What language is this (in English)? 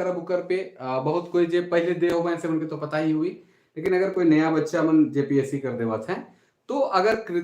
Sadri